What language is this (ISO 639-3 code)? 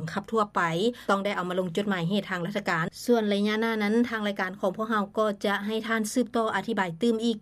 lao